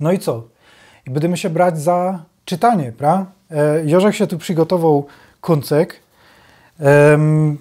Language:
Silesian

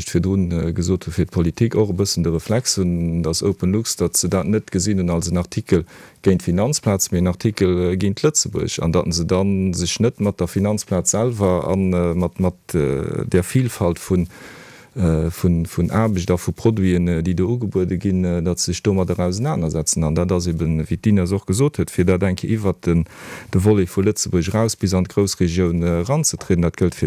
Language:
Luxembourgish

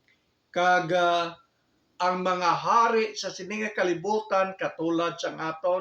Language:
Hiligaynon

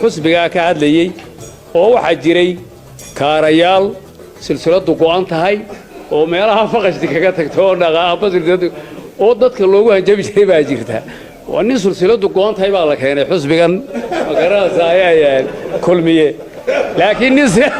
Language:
Somali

